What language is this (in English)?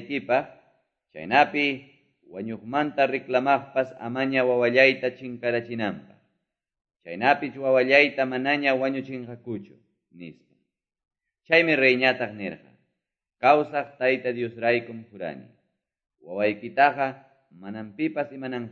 Quechua